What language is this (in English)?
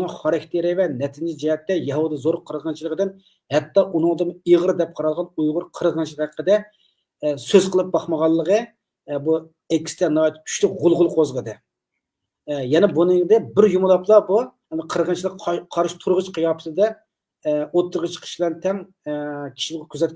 Uyghur